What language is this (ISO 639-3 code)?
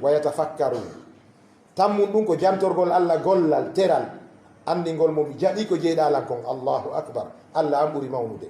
ful